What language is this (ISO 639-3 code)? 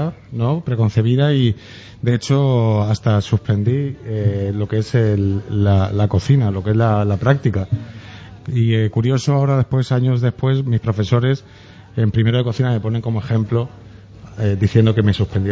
spa